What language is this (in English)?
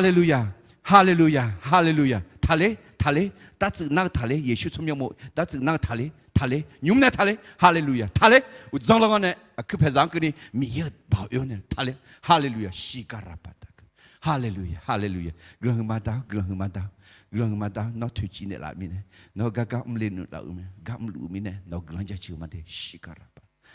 Akha